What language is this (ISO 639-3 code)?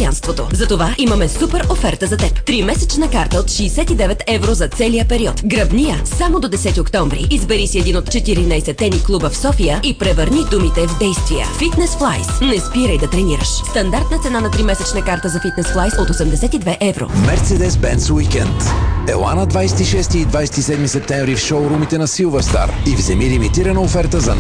bul